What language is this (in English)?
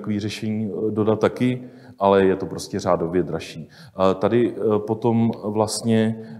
Czech